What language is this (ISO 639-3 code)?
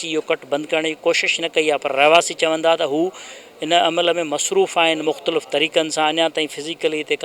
snd